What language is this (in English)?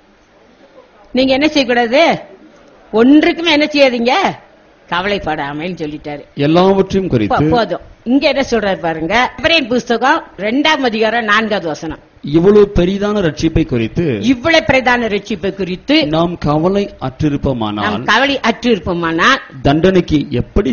Tamil